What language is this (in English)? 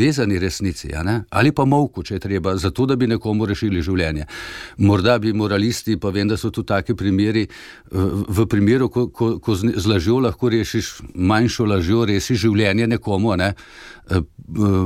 Slovenian